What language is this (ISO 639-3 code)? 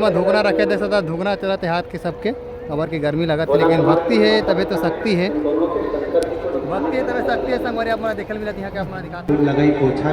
hne